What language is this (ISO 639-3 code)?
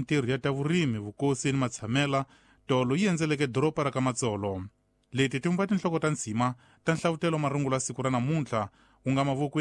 tso